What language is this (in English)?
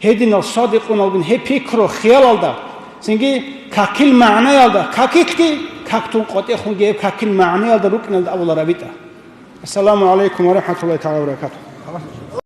Avaric